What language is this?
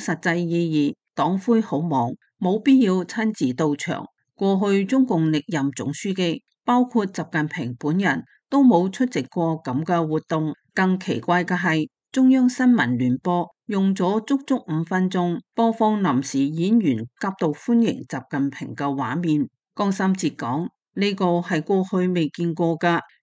Cantonese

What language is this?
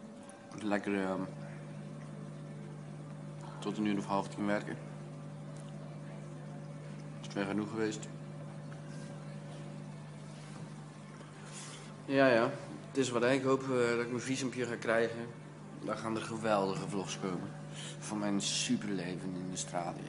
Dutch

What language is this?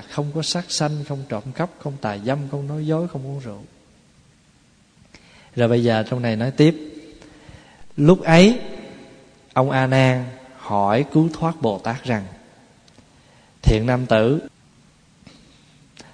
Vietnamese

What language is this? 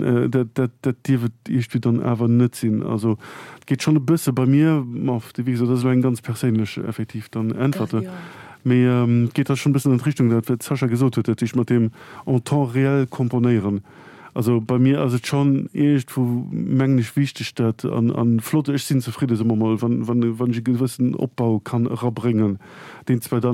Luxembourgish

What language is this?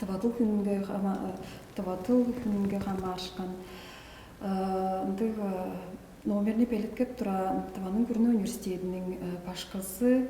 Tuvinian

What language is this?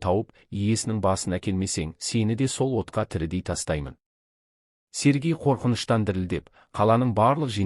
Kazakh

